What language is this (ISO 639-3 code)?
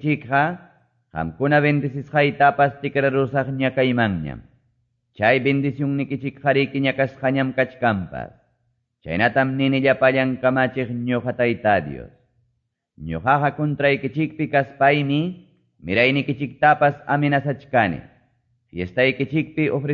que